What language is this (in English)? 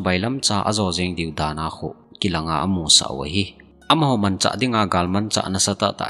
Thado Chin